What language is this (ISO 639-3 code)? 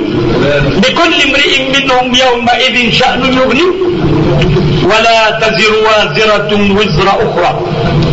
ara